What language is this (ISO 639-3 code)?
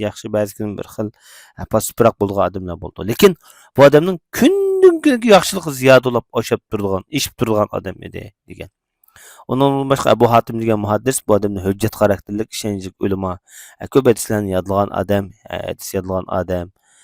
uig